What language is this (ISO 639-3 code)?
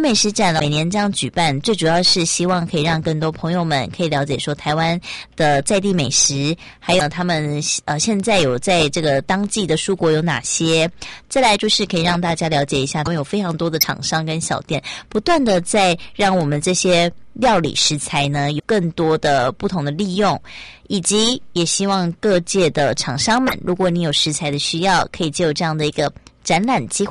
zho